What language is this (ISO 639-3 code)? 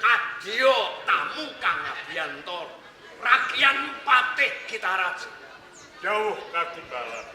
jav